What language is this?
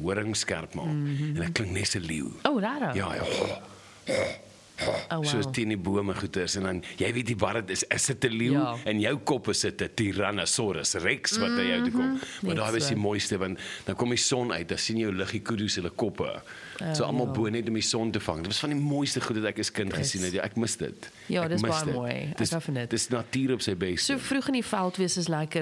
Afrikaans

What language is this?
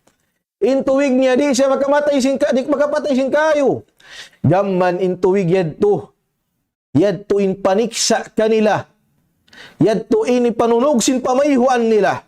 Tausug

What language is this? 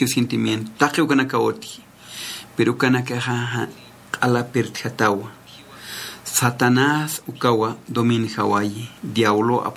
Aymara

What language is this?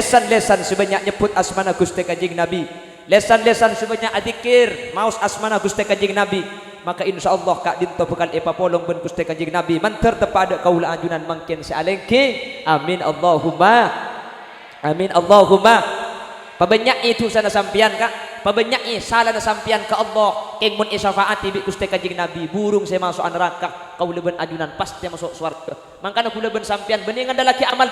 Madurese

